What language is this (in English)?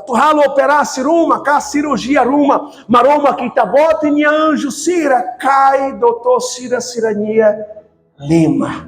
Tetum